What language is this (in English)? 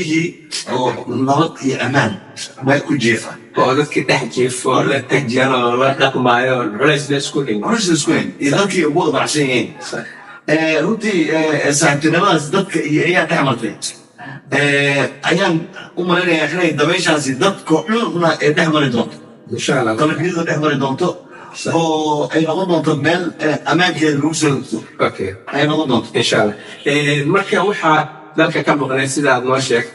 Somali